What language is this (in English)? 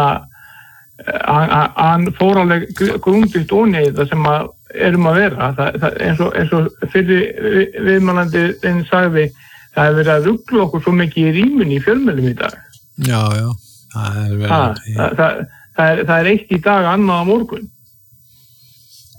Icelandic